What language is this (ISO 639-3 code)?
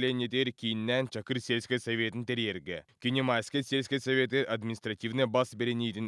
sah